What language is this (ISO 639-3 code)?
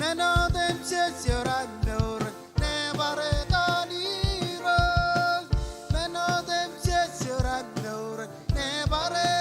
mah